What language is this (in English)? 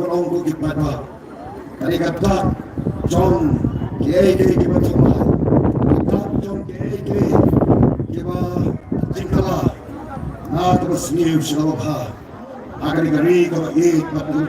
Khasi